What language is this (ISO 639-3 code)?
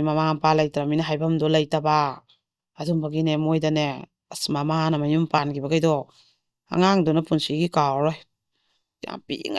mni